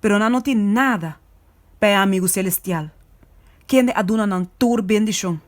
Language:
Papiamento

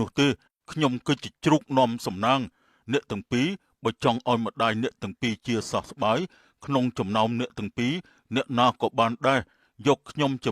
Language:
Khmer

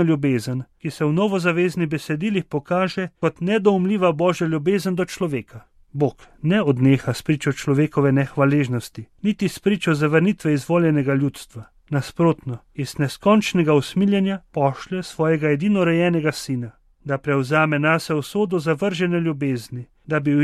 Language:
Slovenian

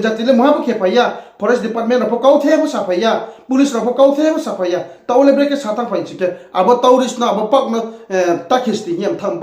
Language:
Riang (India)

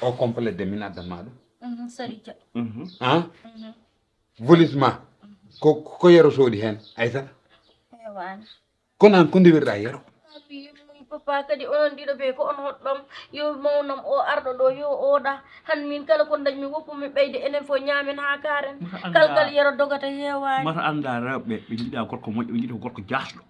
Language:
Fula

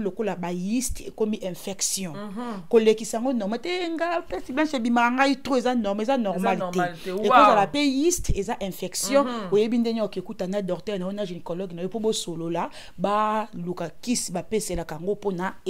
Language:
Lingala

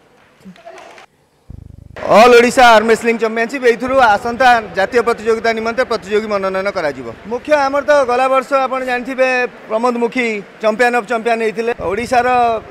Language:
Odia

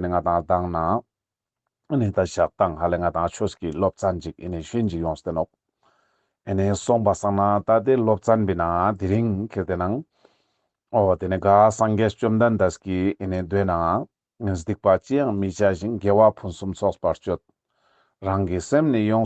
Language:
Ladakhi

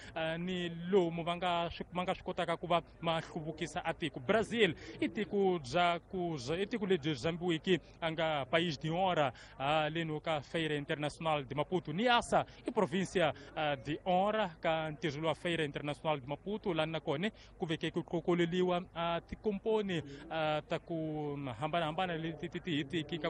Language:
Tsonga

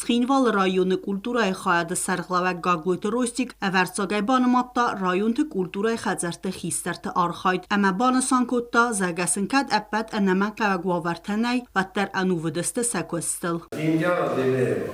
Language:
Ossetic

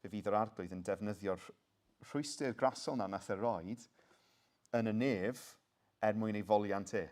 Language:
Welsh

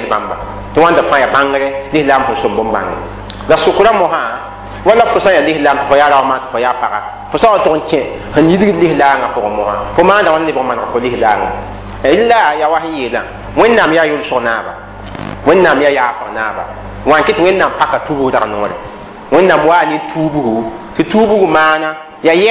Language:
Mossi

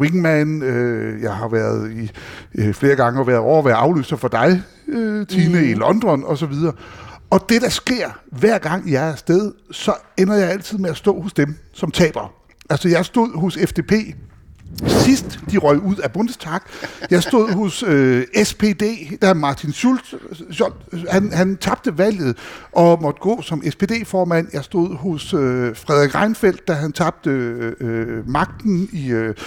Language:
Danish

